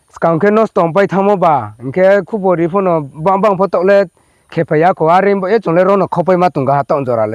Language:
Riang (India)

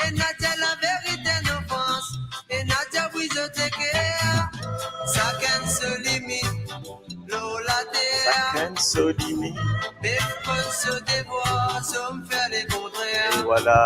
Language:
Morisyen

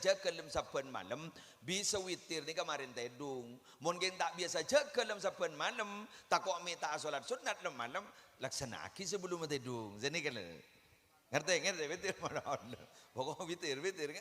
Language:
Madurese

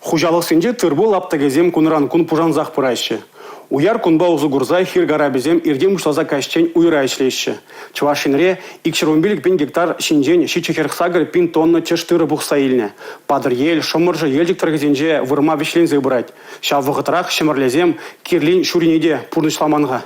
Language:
Chuvash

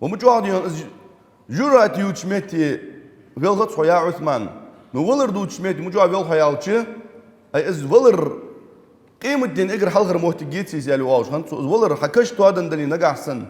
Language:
Ingush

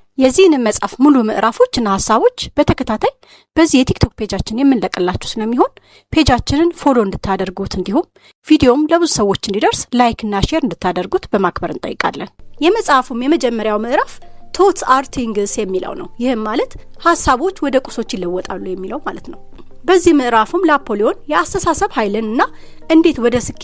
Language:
Amharic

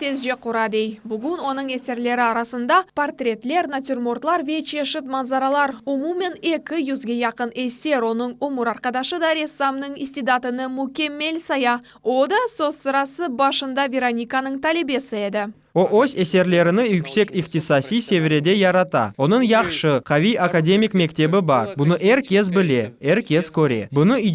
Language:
Crimean Tatar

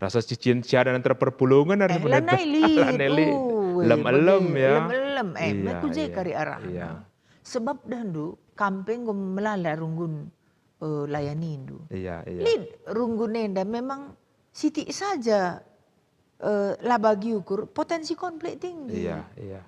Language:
Batak Karo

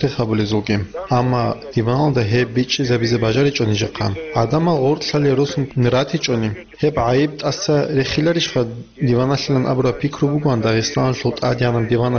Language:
Avaric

